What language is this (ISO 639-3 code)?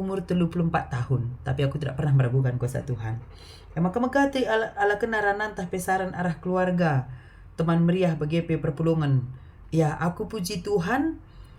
btx